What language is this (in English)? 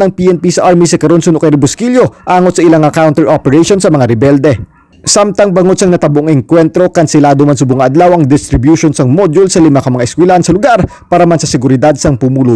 Hiligaynon